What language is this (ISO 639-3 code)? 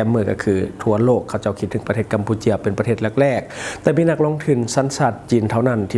lao